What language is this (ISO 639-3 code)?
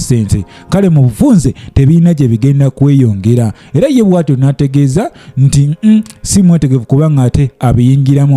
lug